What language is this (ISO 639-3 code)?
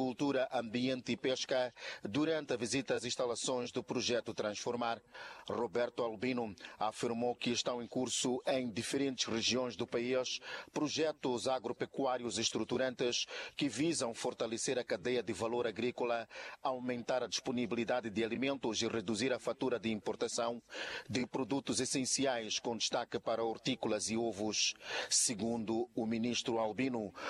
por